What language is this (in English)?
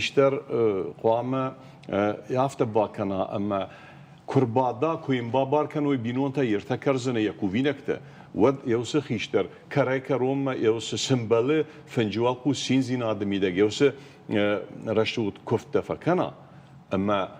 Ossetic